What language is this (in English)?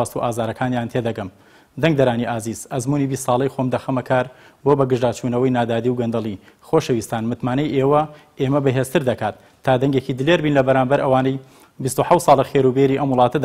Central Kurdish